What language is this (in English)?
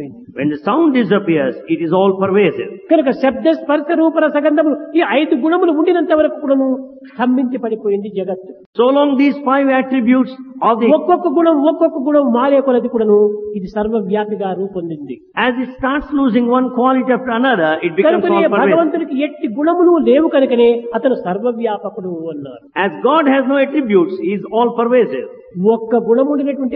Telugu